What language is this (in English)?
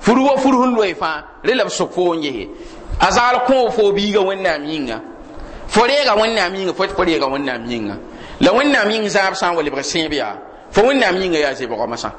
Mossi